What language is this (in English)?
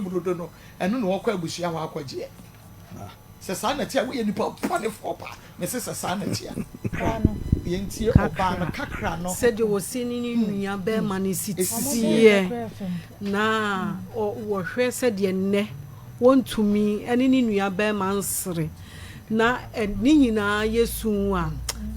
Akan